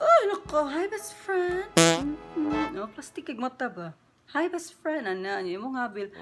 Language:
Cebuano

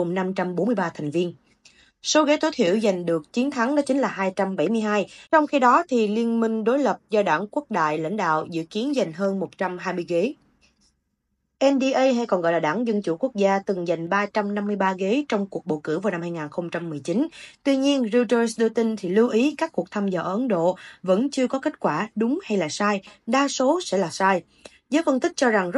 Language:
Vietnamese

